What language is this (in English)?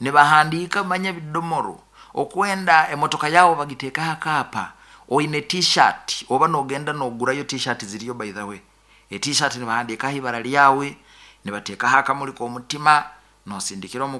Nyoro